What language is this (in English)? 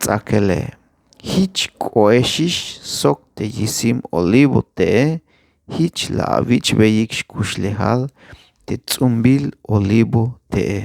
Tzeltal